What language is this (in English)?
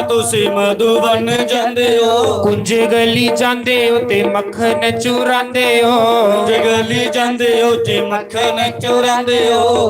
Dogri